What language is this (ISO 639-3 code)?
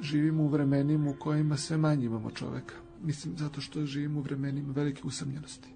srp